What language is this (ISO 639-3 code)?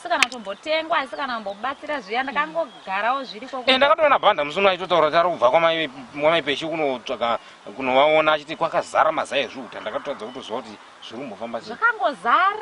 sna